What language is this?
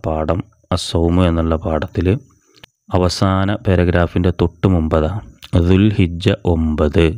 Malayalam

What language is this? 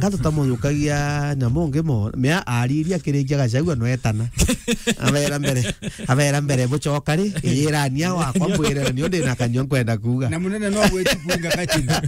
Meru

